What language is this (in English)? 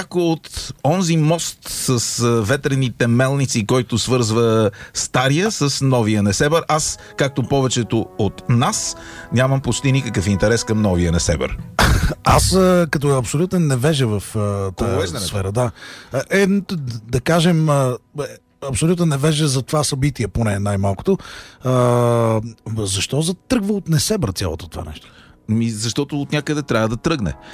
Bulgarian